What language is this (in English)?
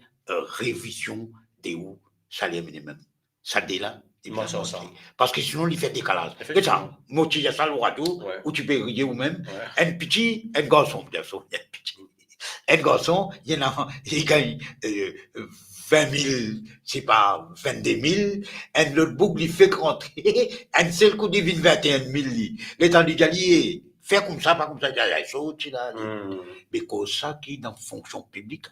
Morisyen